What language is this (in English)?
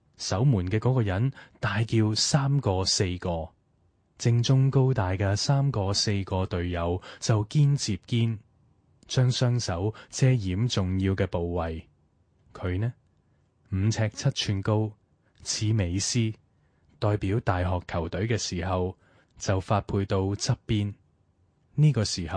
Cantonese